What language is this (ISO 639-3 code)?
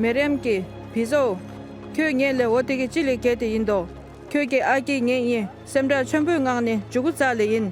dre